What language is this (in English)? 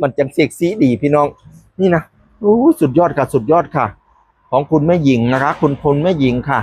Northeastern Thai